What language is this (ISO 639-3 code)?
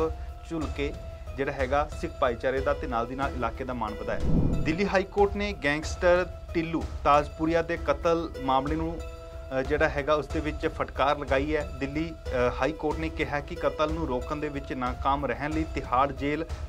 pan